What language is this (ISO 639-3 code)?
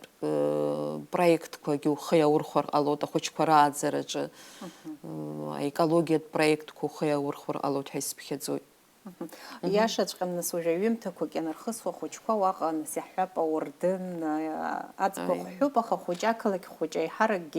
abk